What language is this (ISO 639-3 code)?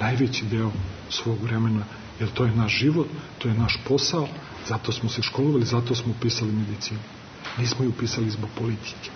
srp